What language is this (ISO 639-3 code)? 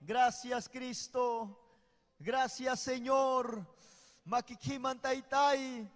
quy